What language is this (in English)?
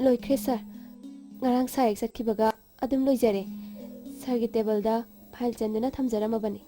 Manipuri